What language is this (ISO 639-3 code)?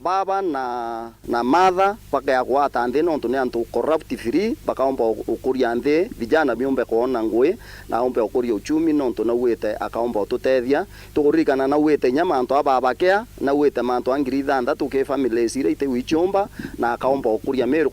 mer